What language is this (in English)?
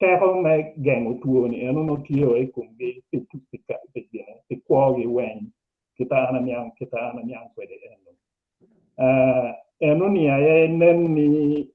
Acoli